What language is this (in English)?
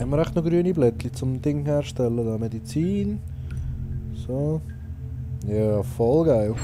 Swiss German